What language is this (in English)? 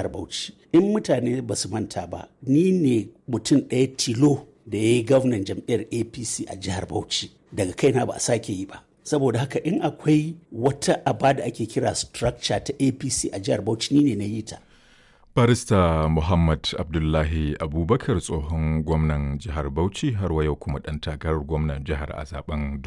Hausa